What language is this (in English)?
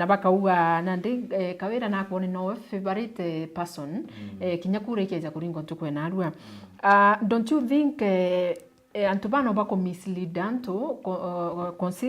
Meru